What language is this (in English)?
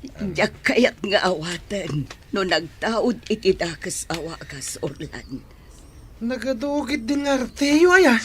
Iloko